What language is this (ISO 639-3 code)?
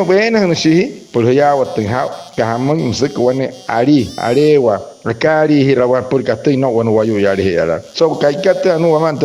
guc